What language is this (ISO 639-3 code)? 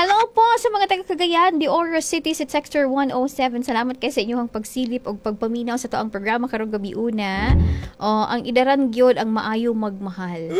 ceb